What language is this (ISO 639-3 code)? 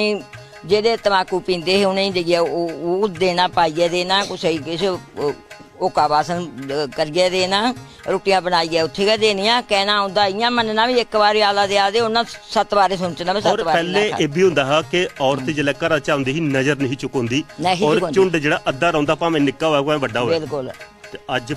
doi